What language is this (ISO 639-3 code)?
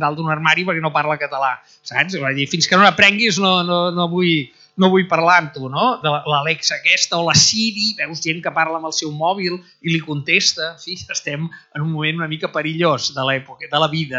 cat